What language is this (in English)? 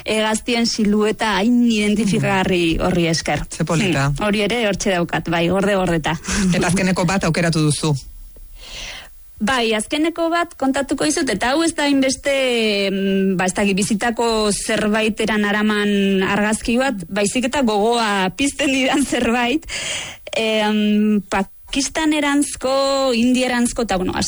Basque